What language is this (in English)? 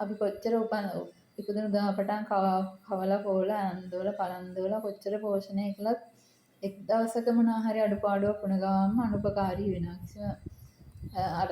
Sinhala